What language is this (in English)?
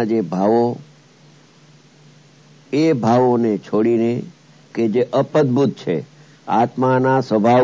Gujarati